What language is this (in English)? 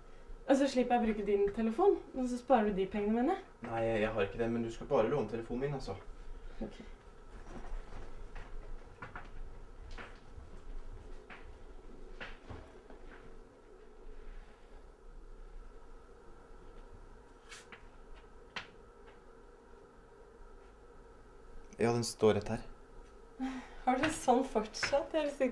Norwegian